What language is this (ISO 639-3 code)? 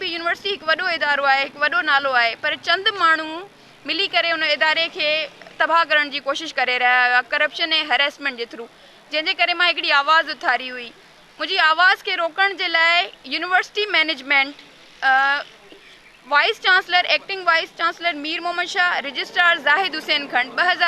snd